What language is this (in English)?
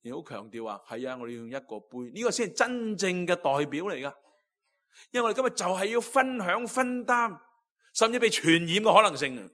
Cantonese